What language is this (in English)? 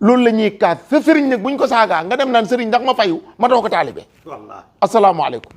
Wolof